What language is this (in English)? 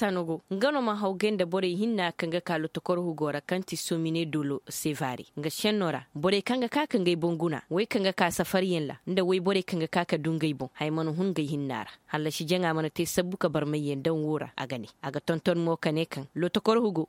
Koyraboro Senni